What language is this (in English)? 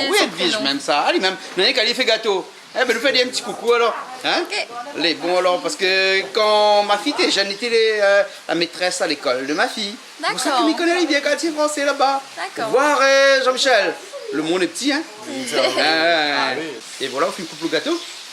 Réunion Creole French